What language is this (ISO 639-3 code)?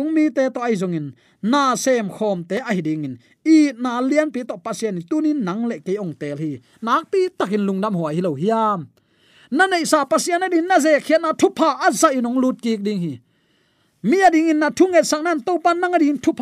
ctd